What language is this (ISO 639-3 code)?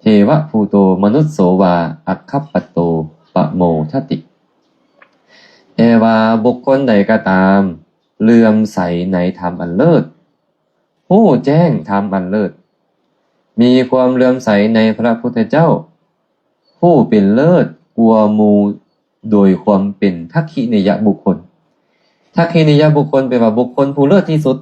lao